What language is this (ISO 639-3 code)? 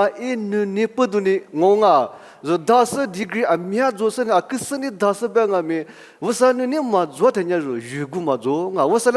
lis